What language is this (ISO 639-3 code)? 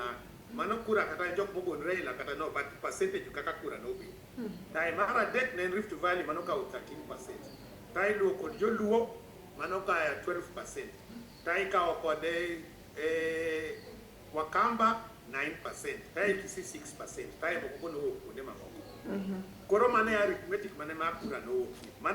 luo